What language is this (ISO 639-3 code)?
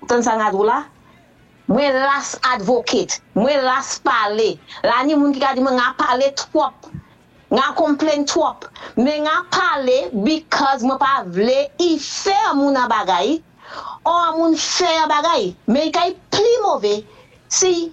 acf